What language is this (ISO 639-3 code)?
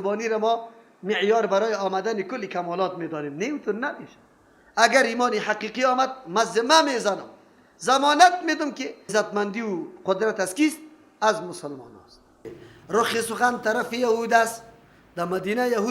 fas